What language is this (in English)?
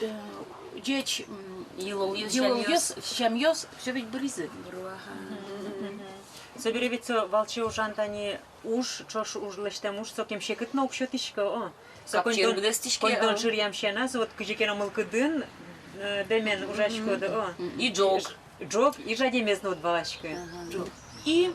Udmurt